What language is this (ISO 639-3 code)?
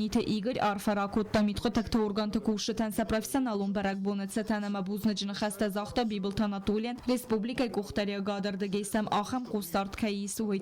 oss